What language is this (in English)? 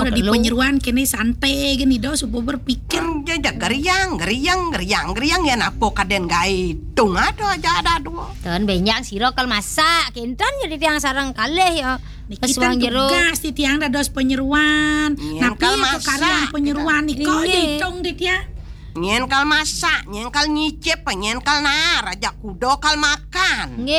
Balinese